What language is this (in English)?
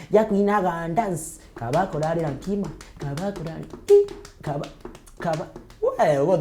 Meru